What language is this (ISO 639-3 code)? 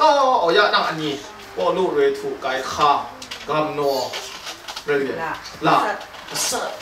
kac